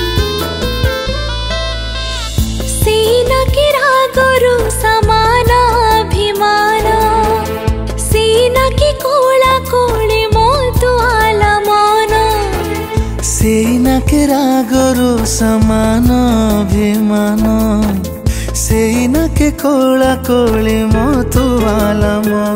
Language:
Odia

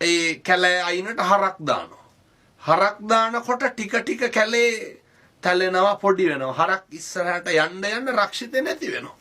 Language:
Sinhala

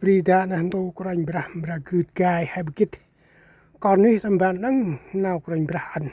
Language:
Central Mnong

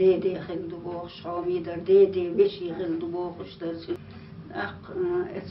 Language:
Chechen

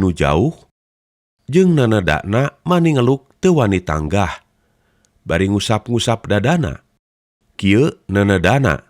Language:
Sundanese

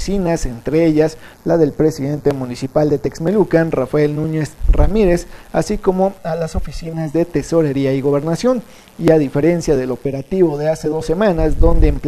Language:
Spanish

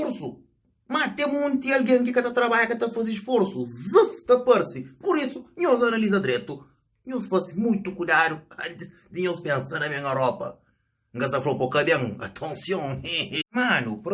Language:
Kabuverdianu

